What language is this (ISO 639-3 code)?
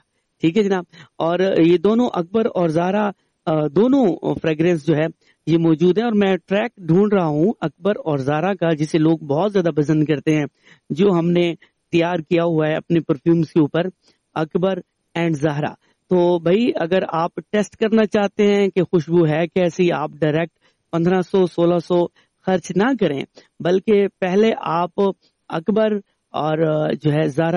urd